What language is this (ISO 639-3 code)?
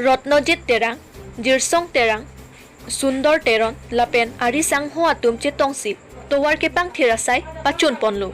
mjw